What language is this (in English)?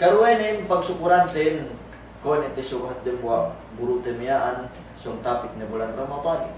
Yakan